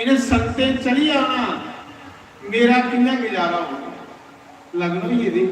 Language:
Dogri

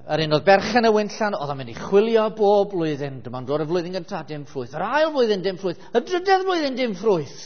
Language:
Welsh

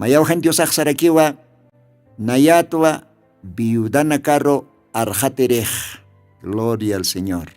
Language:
Aymara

